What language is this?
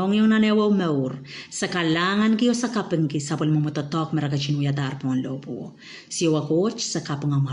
Pohnpeian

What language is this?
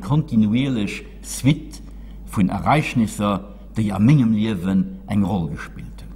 Luxembourgish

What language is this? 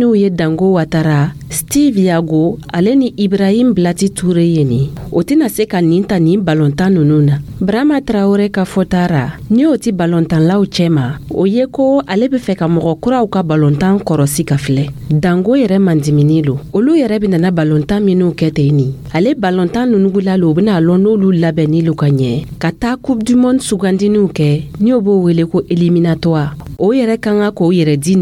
Dyula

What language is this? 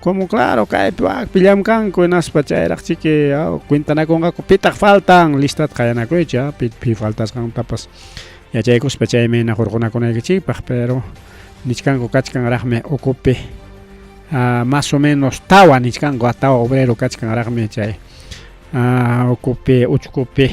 Ayacucho Quechua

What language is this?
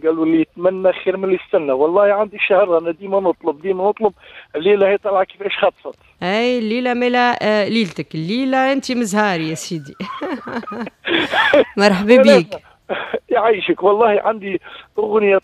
Tunisian Arabic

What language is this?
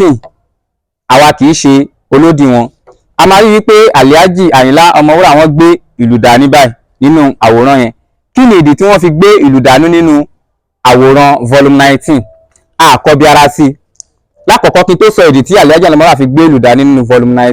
Yoruba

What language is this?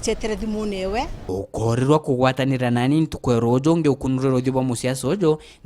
Meru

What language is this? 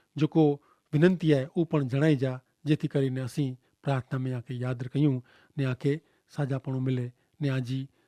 Kachhi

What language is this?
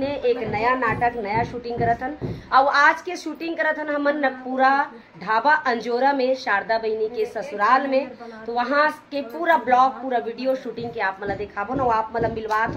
Chhattisgarhi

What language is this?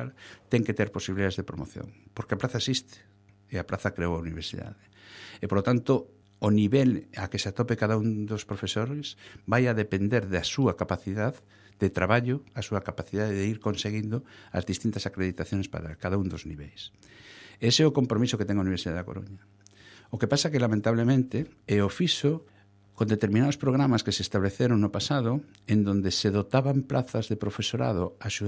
Galician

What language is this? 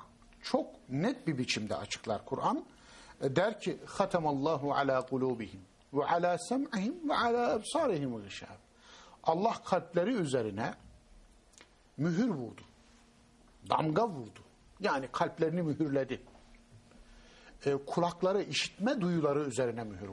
Turkish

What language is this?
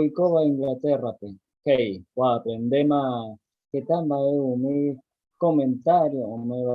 Guarani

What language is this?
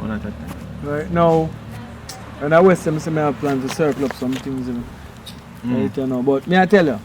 Jamaican Creole English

